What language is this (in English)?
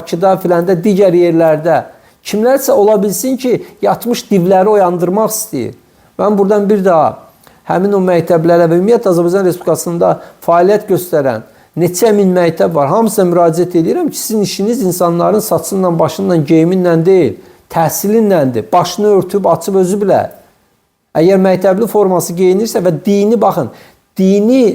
Azerbaijani